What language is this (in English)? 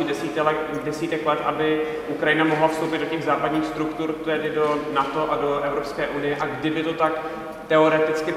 Czech